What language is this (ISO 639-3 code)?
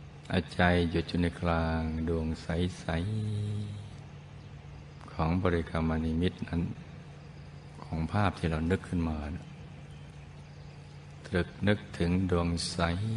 tha